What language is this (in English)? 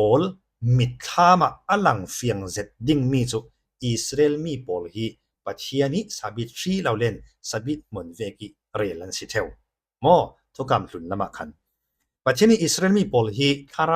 Falam Chin